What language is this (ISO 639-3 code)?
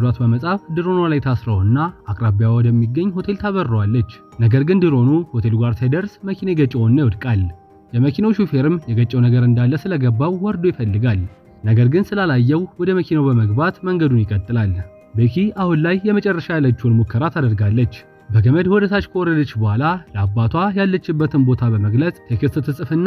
amh